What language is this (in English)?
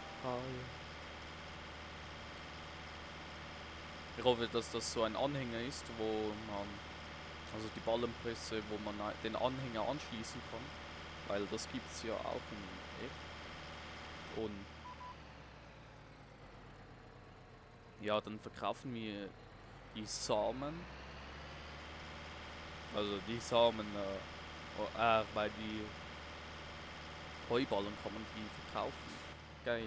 German